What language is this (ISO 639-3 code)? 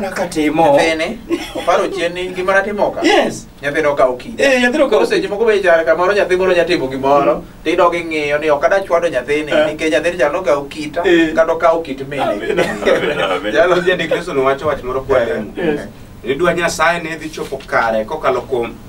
luo